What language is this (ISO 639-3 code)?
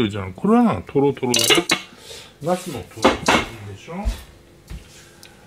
jpn